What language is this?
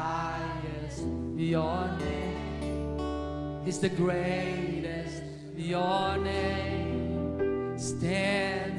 Hiligaynon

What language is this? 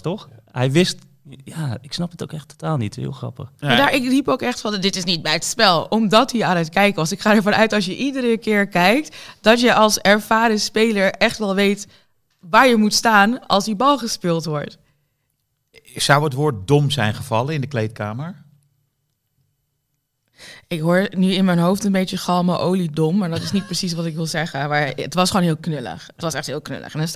Dutch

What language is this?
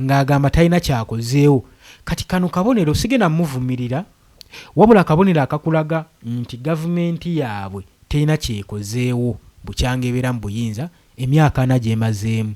Ganda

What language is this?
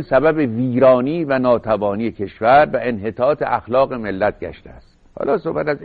Persian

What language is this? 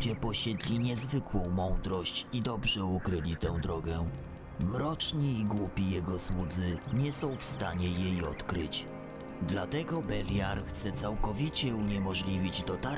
Polish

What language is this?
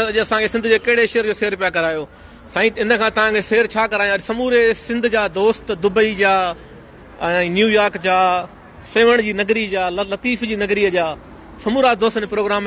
Sindhi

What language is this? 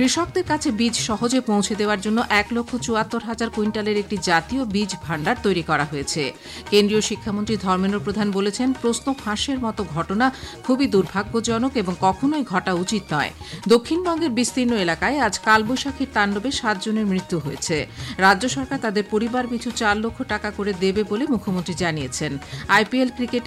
Bangla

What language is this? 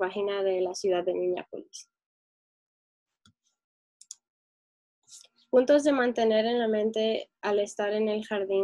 Spanish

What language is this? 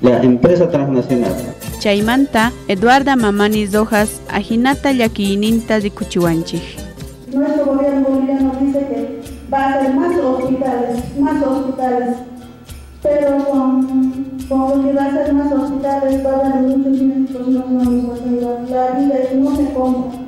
South Bolivian Quechua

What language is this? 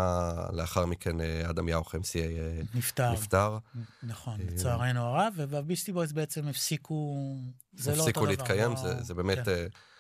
Hebrew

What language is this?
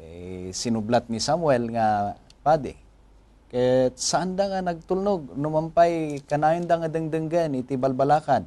Iloko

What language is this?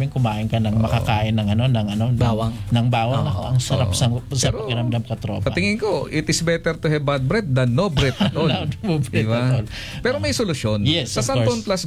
Filipino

